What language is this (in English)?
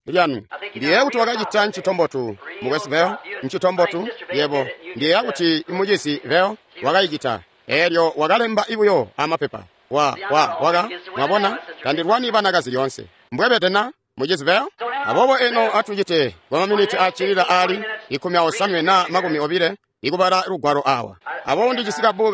Tonga (Zambia)